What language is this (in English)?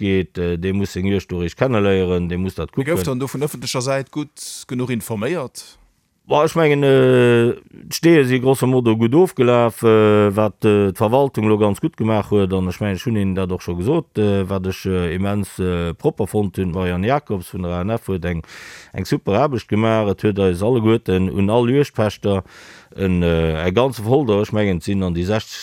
Luxembourgish